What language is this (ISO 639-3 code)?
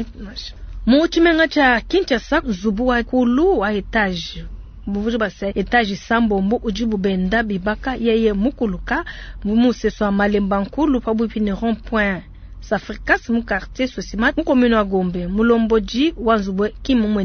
lua